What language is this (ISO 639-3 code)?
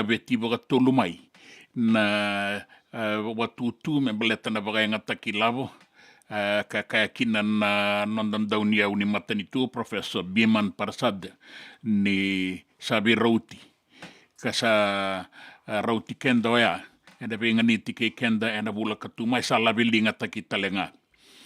fij